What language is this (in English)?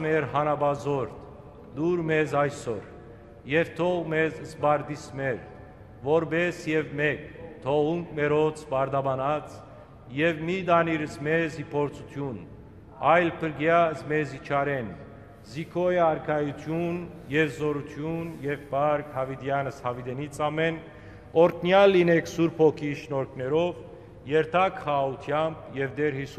Western Armenian